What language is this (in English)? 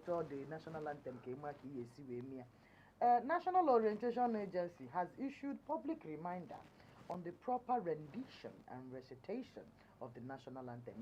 Igbo